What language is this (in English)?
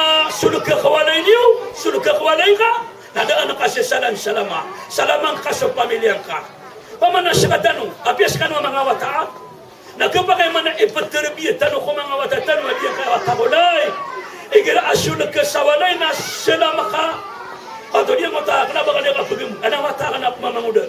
Maranao